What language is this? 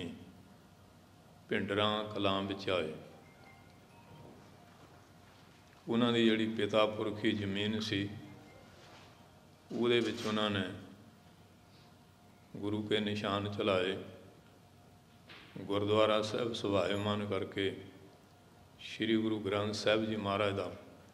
Punjabi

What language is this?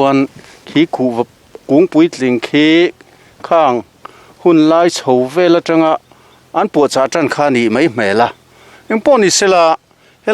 Mizo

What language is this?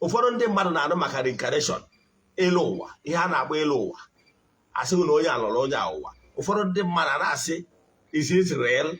Igbo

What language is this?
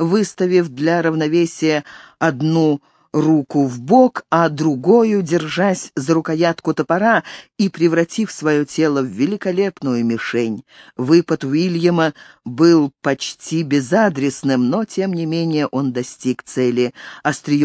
Russian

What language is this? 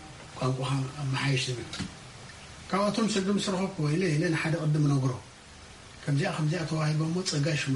Tigrinya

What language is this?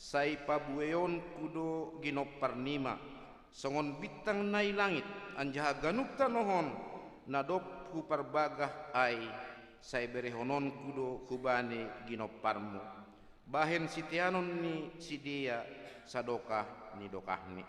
Batak Simalungun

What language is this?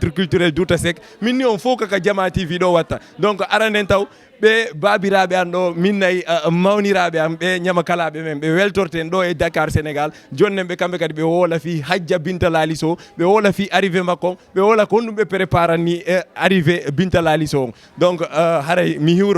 Fula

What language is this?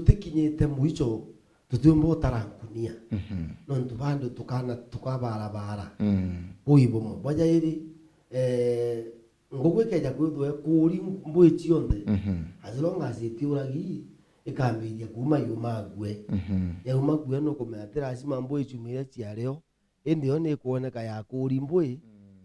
Meru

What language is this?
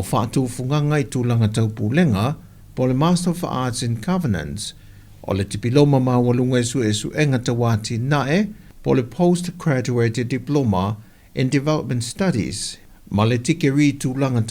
Samoan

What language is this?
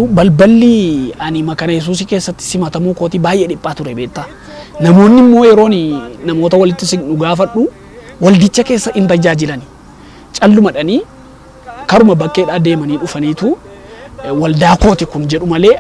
Oromo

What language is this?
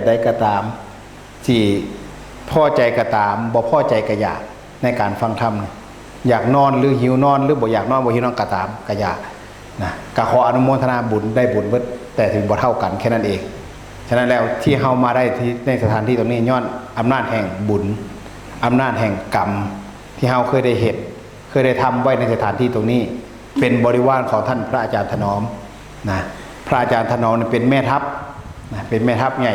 Northeastern Thai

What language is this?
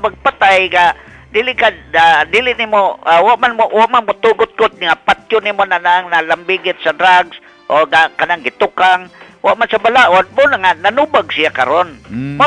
Cebuano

